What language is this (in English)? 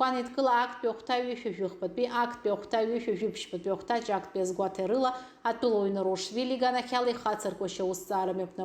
Abkhazian